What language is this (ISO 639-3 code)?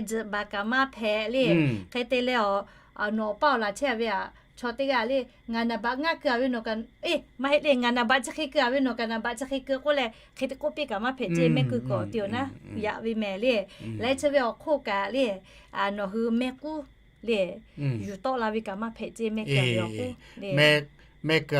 lhu